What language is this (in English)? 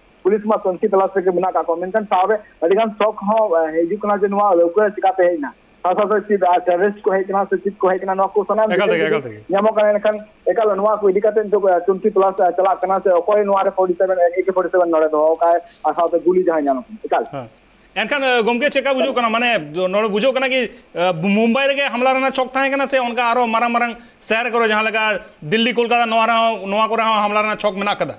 Santali